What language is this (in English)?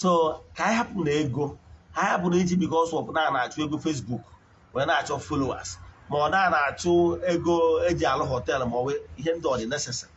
Igbo